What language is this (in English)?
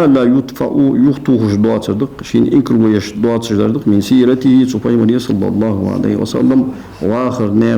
Ingush